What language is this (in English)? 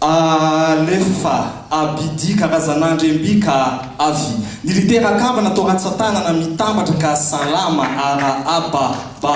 Malagasy